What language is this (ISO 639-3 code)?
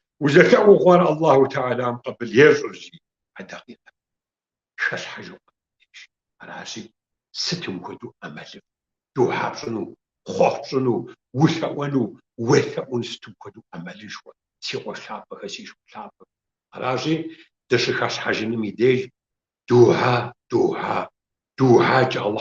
kbd